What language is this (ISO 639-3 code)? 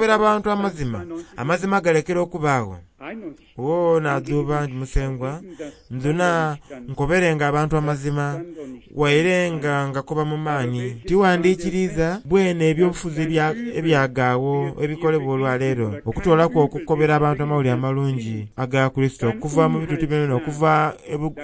xog